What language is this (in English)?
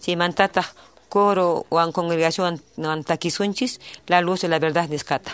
Quechua